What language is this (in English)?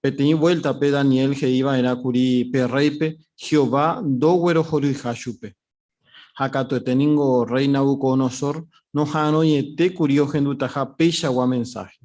Guarani